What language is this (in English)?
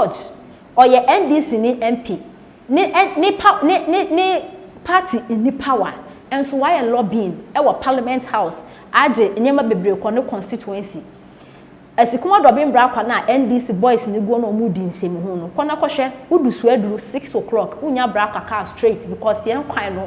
Akan